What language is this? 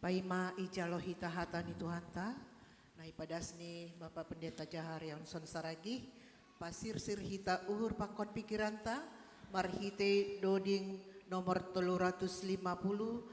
Batak Simalungun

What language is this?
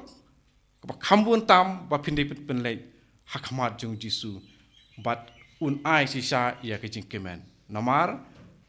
Khasi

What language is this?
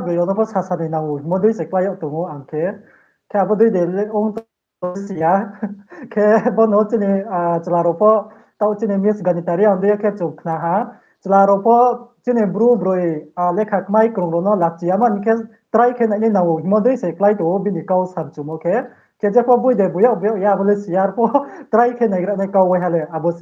Riang (India)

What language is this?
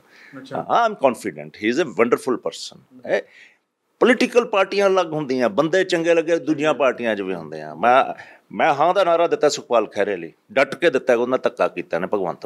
Punjabi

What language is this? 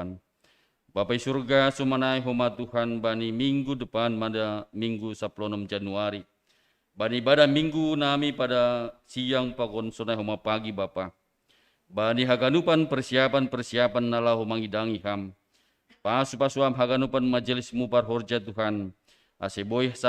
Batak Simalungun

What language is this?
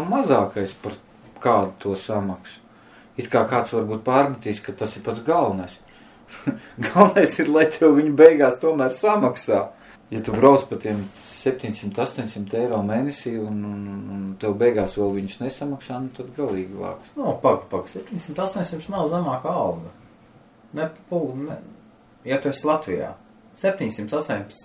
Latvian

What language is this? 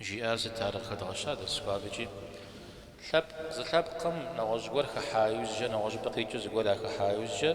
Kabardian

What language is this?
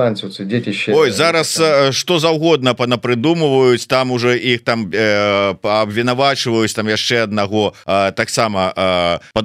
Belarusian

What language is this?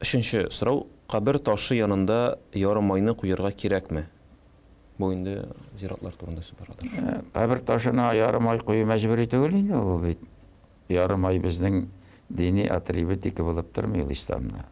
Tatar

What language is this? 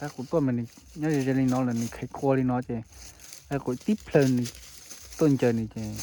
Hmong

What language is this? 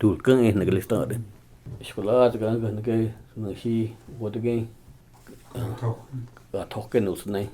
Cherokee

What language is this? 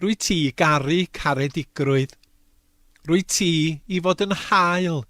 Welsh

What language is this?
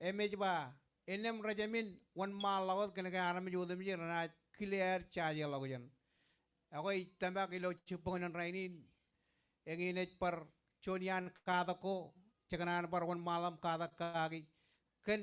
Marshallese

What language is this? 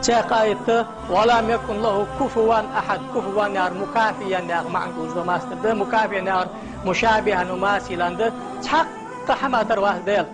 Ingush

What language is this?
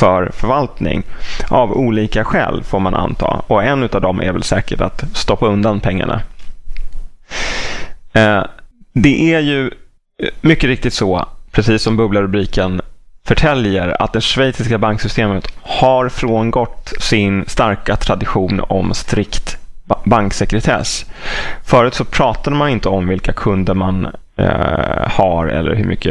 Swedish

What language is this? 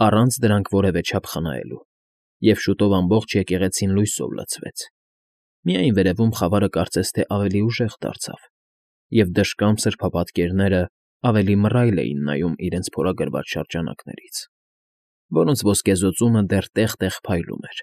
Armenian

